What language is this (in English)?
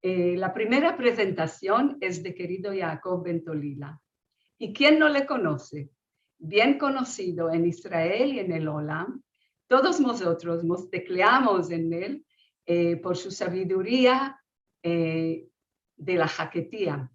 Ladino